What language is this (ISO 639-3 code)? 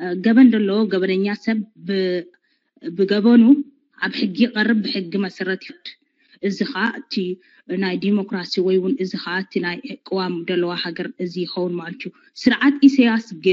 tir